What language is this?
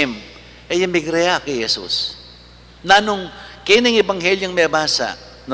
Pampanga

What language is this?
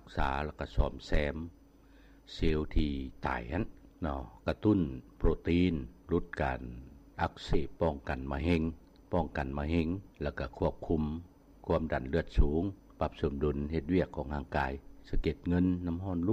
Lao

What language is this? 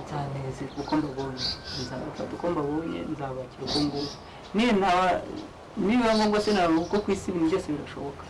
Kinyarwanda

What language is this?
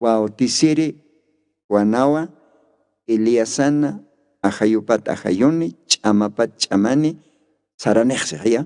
Aymara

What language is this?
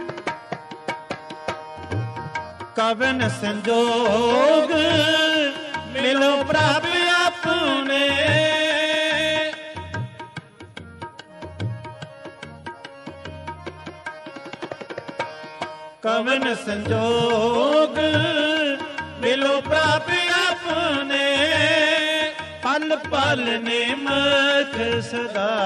Punjabi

